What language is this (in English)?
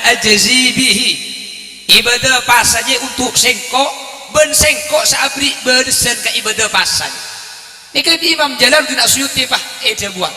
Madurese